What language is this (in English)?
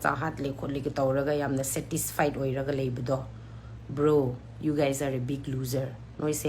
Manipuri